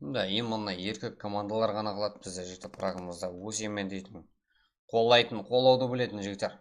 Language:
Kara-Kalpak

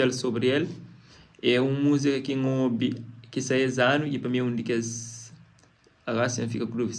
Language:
Kabuverdianu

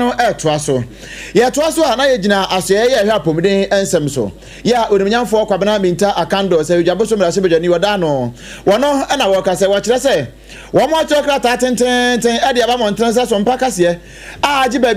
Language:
Akan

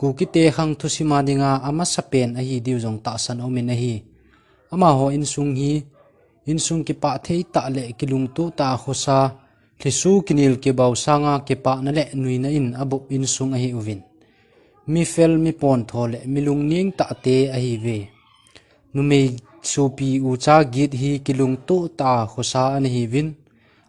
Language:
Thado Chin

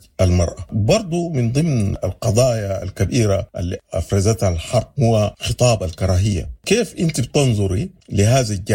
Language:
Sudanese Arabic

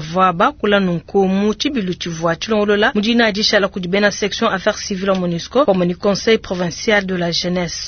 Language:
Luba-Lulua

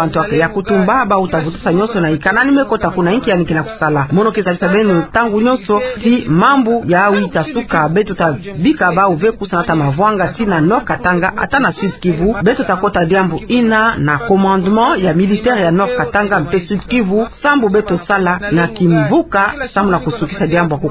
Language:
Kituba (Democratic Republic of Congo)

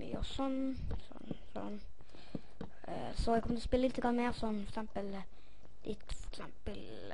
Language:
Norwegian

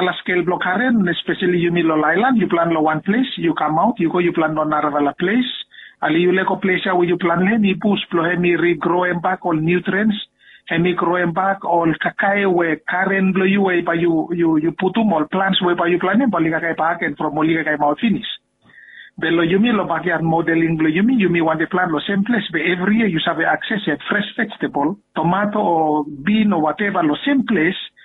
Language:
Bislama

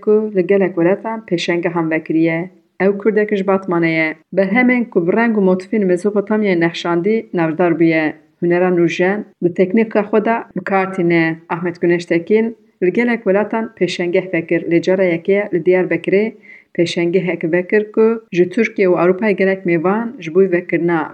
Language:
Kurdish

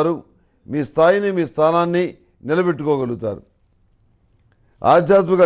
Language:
Telugu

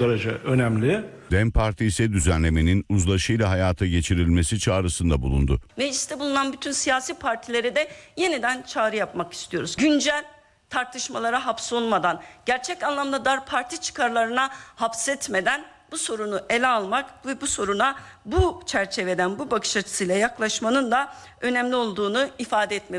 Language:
Turkish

